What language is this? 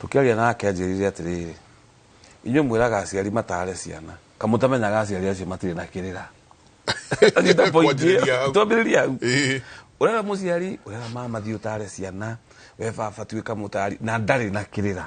Kikuyu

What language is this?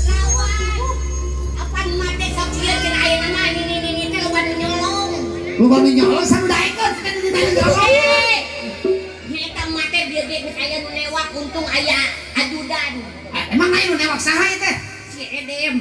Sundanese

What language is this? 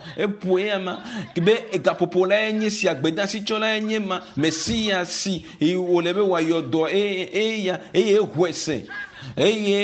Ewe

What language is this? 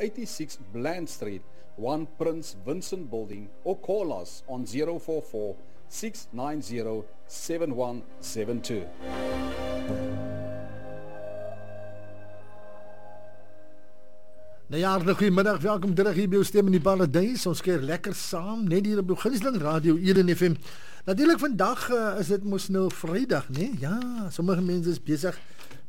Afrikaans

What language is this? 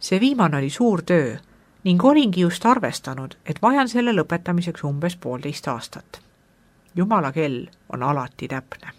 Estonian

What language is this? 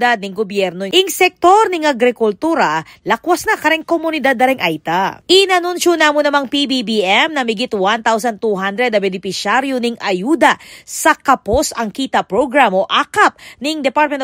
Pampanga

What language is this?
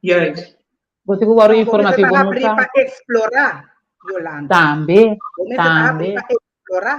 Papiamento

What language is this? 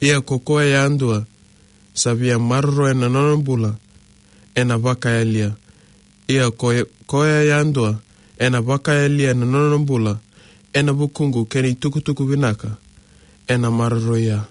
Fijian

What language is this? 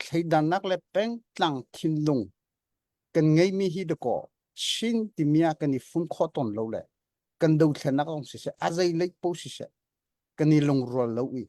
Hakha Chin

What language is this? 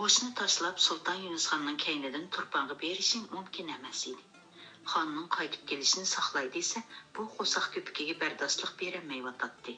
Uyghur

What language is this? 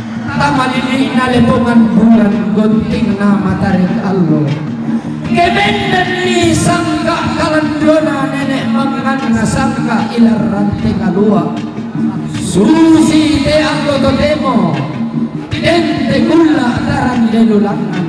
Toraja-Sa'dan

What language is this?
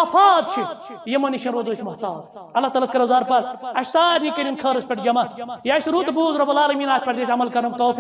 Kashmiri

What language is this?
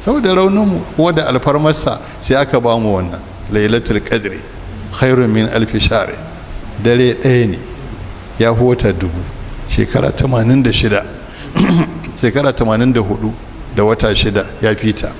Hausa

